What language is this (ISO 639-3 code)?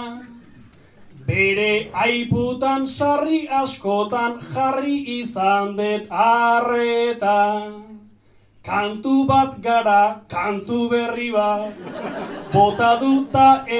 eus